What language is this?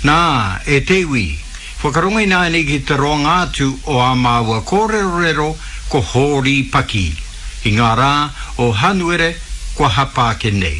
Māori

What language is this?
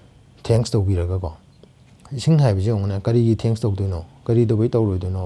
Manipuri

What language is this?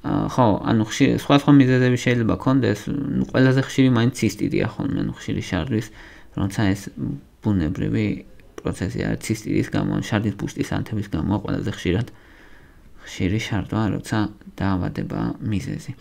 Georgian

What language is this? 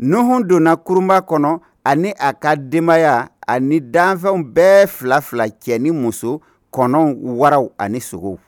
Bambara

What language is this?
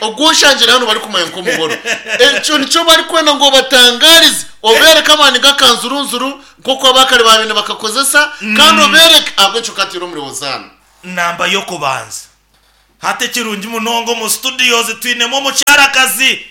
Nyankole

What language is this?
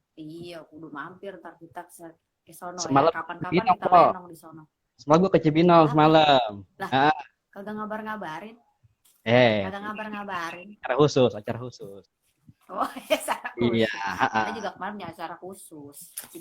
Betawi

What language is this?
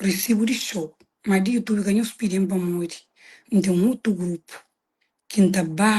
Kabuverdianu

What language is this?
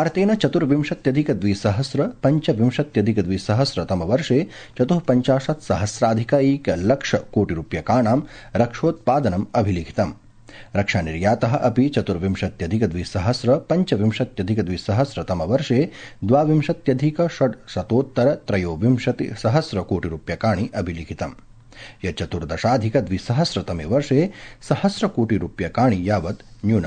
Sanskrit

